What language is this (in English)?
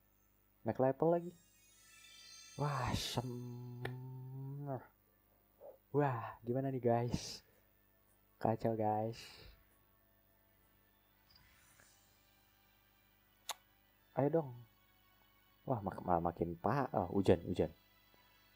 Indonesian